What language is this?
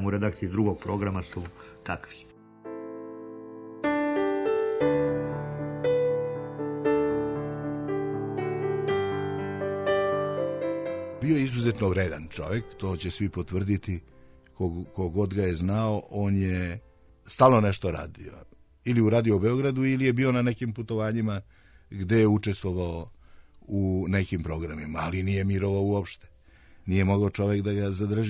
Serbian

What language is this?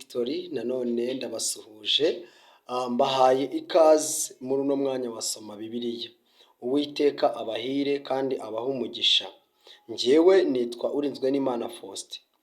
Kinyarwanda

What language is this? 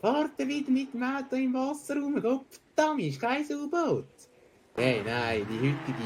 Swiss German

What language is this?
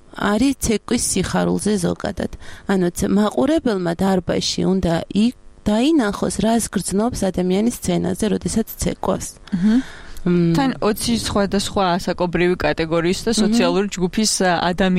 Georgian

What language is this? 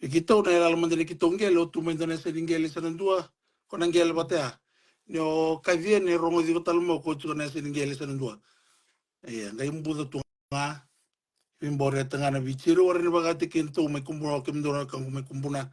Fijian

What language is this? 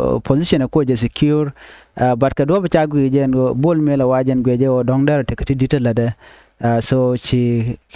Nuer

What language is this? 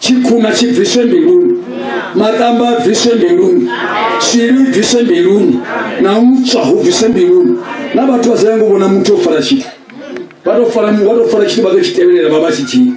Venda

